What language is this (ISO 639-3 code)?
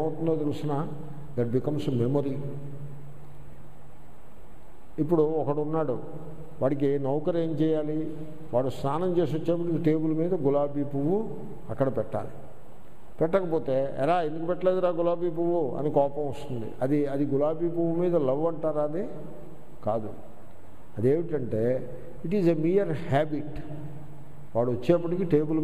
tel